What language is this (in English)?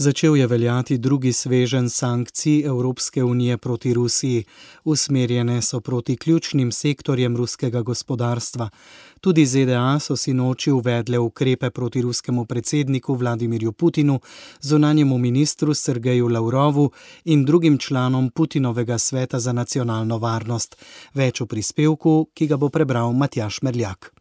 Slovenian